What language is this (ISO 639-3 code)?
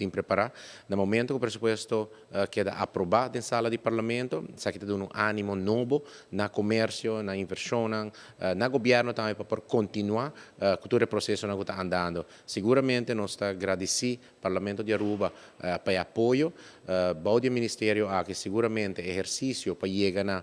pap